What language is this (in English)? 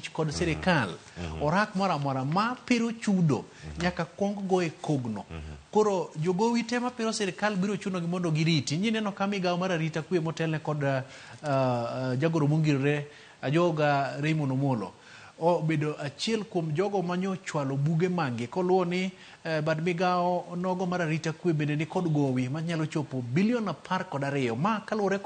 Luo (Kenya and Tanzania)